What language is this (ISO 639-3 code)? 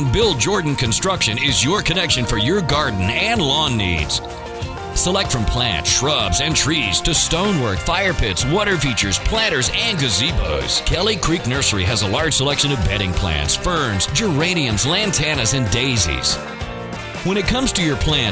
eng